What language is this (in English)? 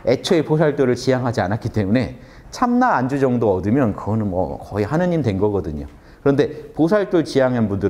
Korean